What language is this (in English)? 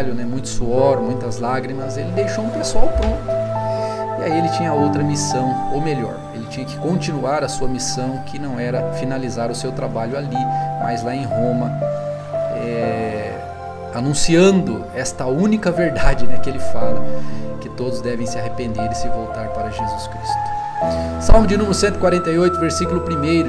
Portuguese